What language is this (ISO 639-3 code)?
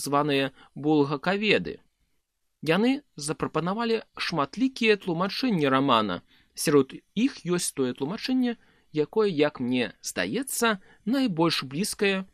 bel